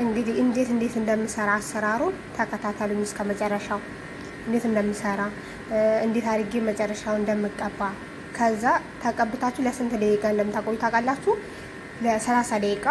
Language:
Amharic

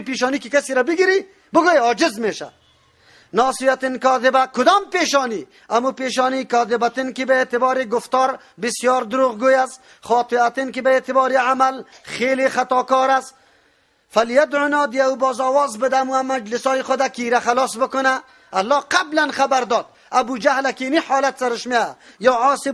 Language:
Persian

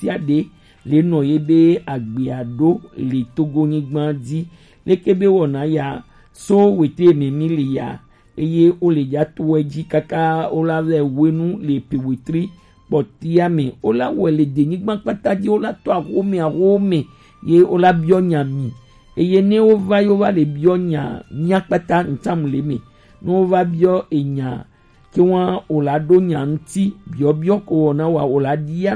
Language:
Gen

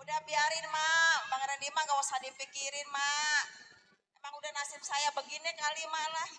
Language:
Betawi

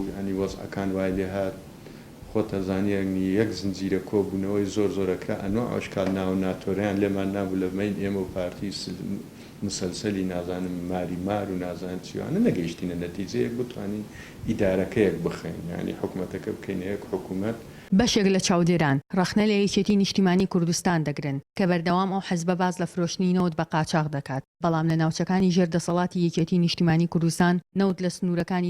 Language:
Central Kurdish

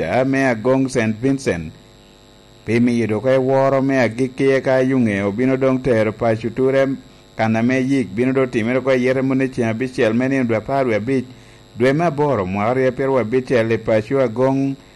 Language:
Lango (Uganda)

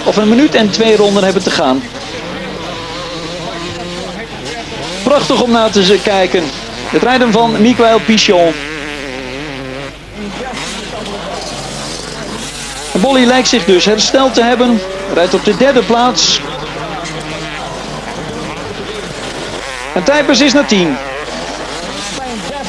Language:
Dutch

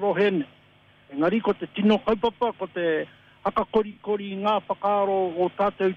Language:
Māori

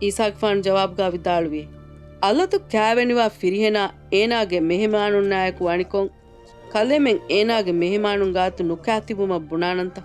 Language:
Divehi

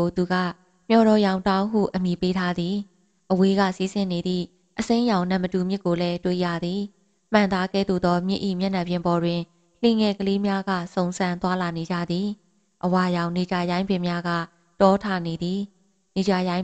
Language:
Burmese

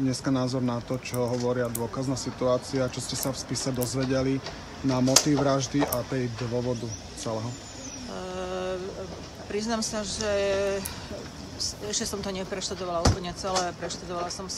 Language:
Slovak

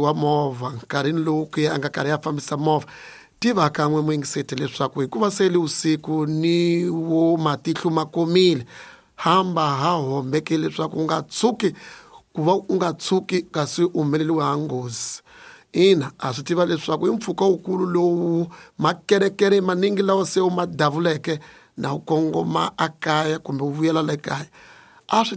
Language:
Tsonga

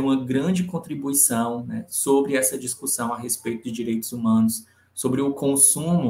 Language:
Portuguese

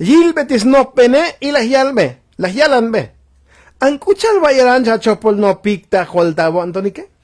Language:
Tzotzil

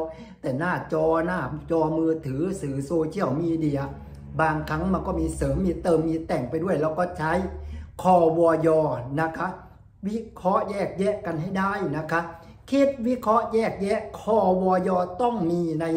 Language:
Thai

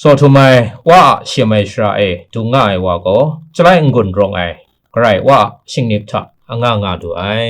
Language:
Kachin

